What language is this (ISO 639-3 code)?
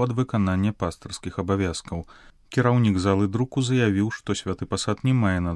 bel